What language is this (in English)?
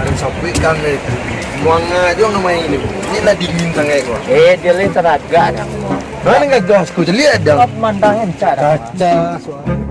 Minangkabau